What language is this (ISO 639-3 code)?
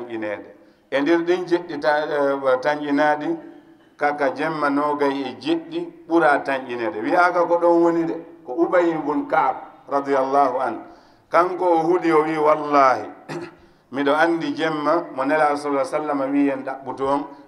ful